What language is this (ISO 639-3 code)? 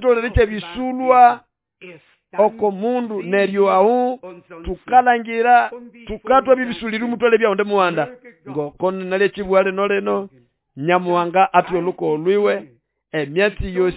nnb